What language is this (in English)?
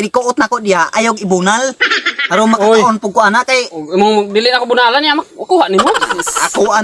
Cebuano